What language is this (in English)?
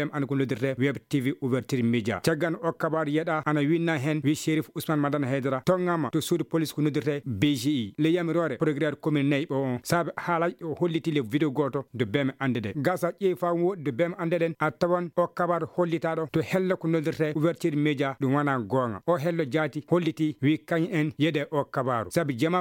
Fula